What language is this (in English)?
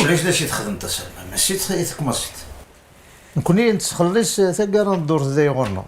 Kabyle